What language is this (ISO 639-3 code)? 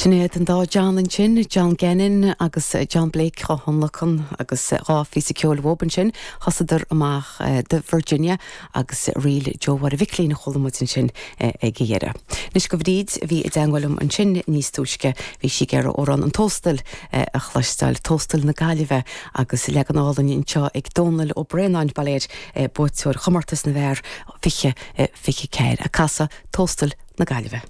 gle